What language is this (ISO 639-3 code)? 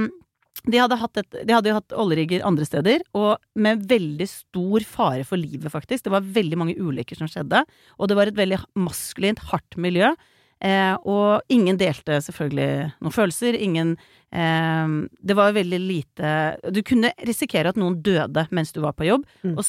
nor